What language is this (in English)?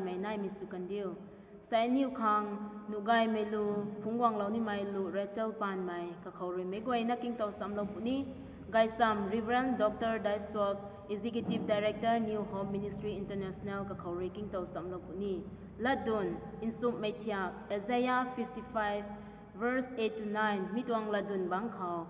Rongmei Naga